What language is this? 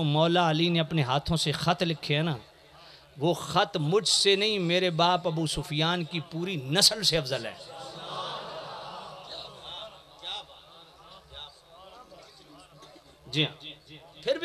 Urdu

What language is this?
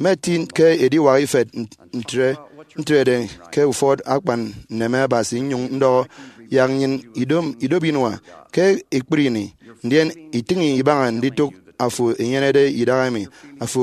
Efik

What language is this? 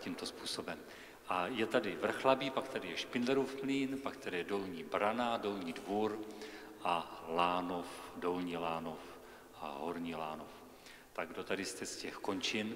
Czech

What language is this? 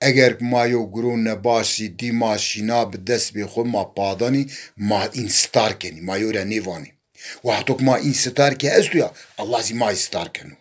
Zaza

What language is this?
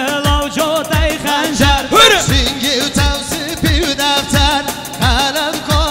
Kurdish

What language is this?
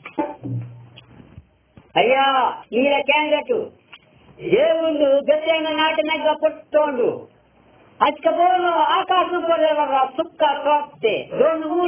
Telugu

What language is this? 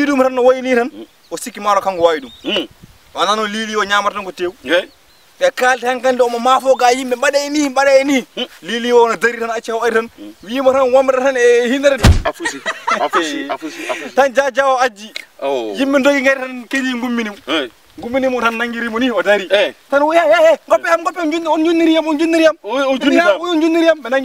Fula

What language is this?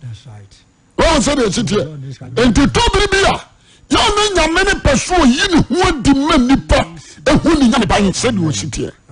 Akan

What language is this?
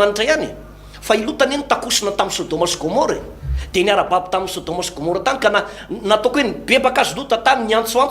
Malagasy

